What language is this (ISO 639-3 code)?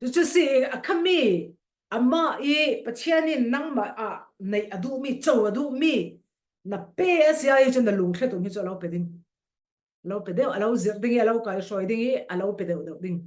cfm